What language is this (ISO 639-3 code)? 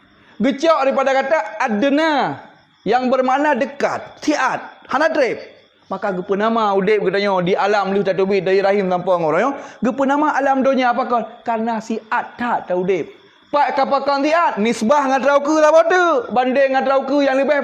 ace